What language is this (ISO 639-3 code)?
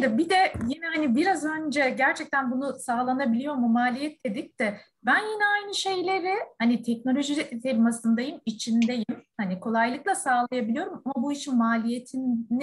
tur